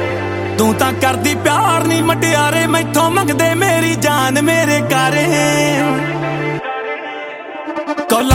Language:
Punjabi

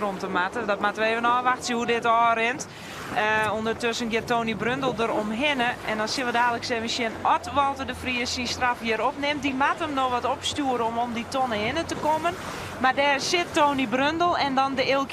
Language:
Western Frisian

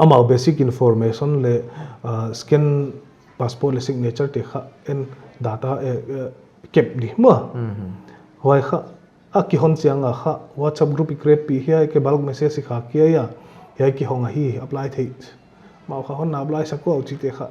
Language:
Paite Chin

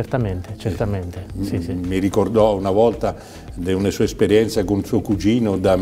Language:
Italian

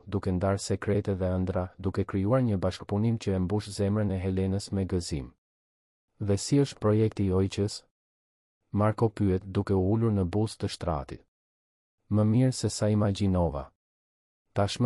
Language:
Albanian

